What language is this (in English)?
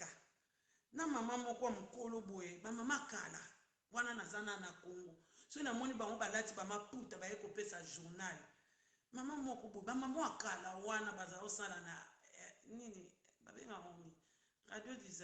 Lingala